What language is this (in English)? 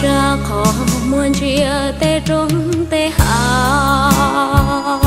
Hmong